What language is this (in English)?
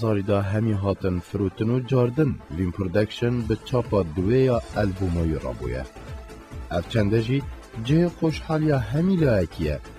Kurdish